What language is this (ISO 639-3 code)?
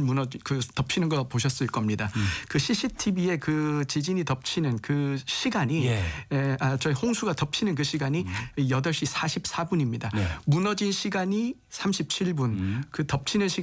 kor